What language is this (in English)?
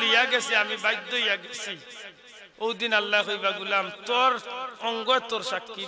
Sylheti